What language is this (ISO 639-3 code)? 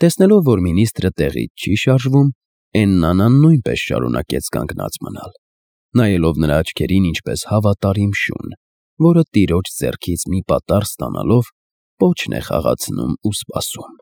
hye